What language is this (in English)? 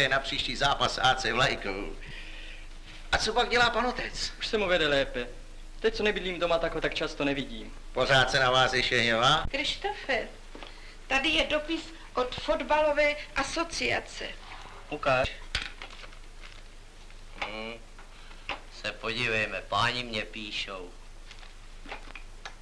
Czech